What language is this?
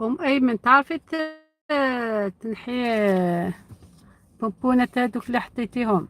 Algerian Arabic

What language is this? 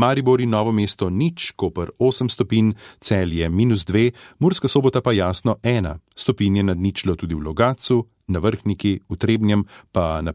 Slovenian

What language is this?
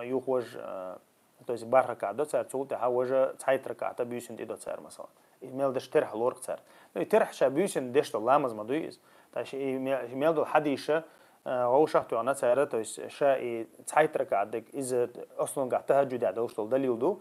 Chechen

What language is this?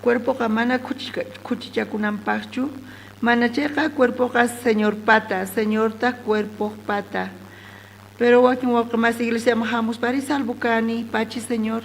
South Bolivian Quechua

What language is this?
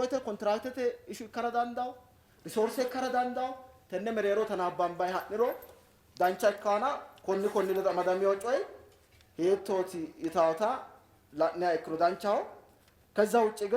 Sidamo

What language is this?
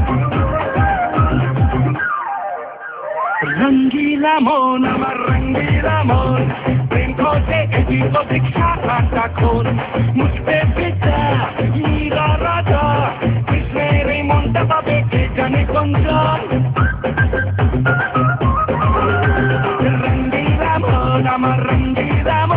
Bangla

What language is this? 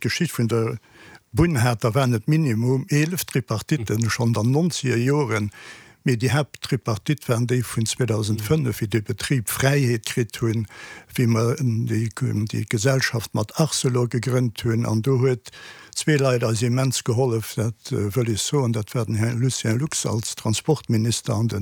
Luxembourgish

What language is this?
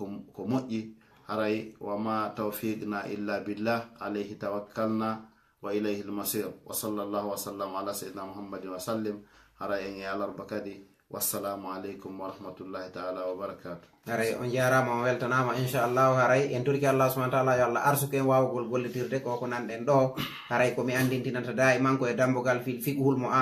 Fula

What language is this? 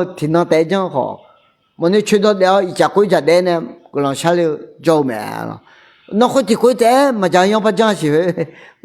Akha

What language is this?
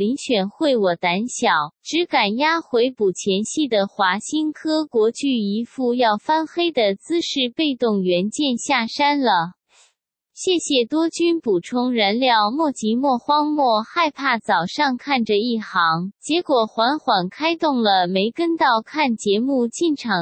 Chinese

